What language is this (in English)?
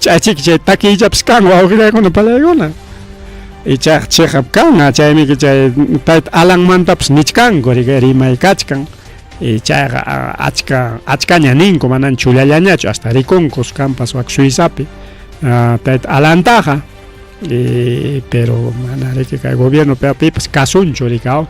Ayacucho Quechua